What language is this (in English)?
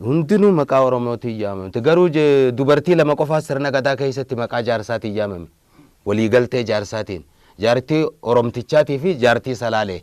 Oromo